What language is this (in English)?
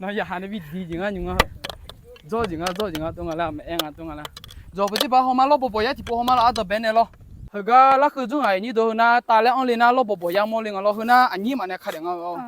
Akha